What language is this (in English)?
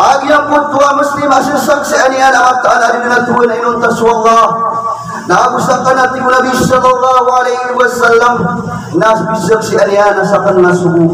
Maranao